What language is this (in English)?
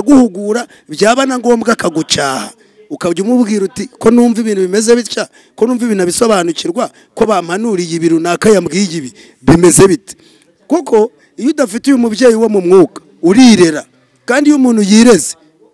Kinyarwanda